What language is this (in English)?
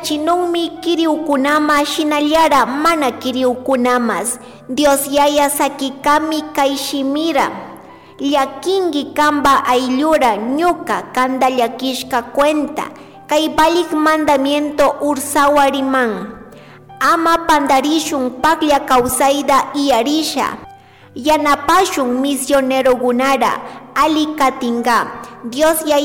Chimborazo Highland Quichua